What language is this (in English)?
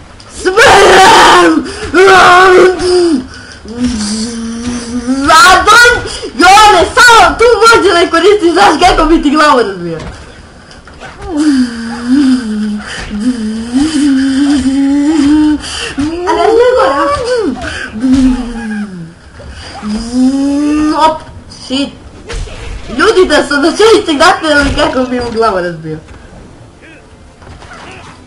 Serbian